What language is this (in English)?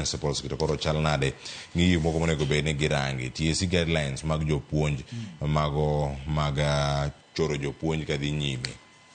Luo (Kenya and Tanzania)